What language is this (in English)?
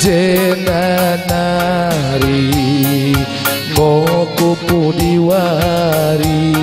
Batak Karo